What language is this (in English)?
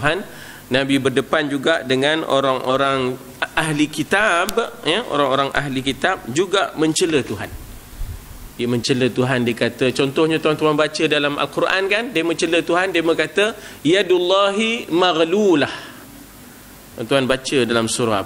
Malay